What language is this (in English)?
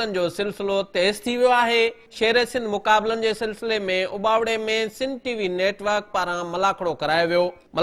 Sindhi